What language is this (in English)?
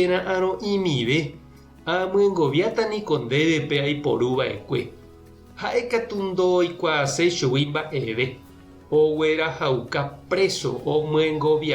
Guarani